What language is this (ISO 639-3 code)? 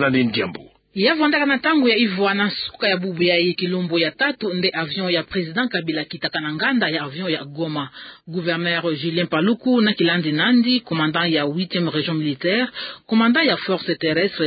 ktu